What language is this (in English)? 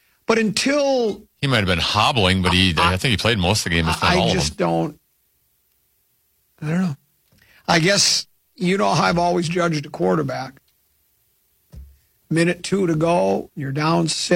English